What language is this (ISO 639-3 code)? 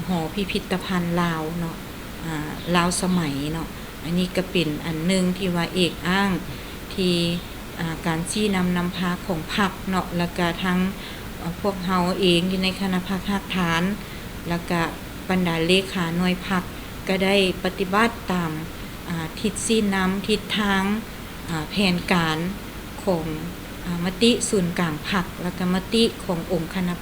lao